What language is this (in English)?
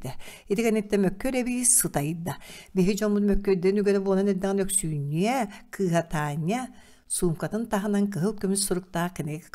Yakut